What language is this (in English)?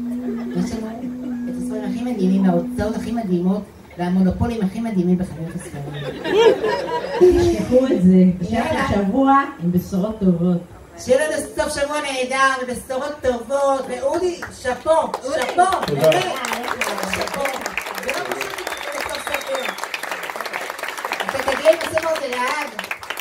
Hebrew